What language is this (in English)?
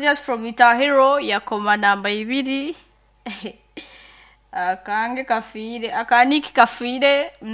Nyoro